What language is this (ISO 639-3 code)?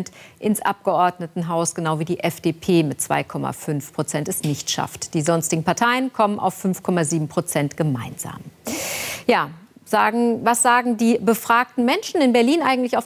deu